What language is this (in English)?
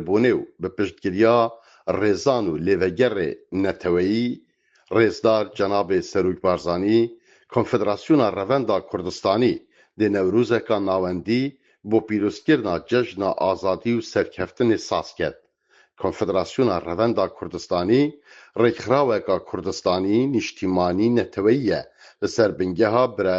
Kurdish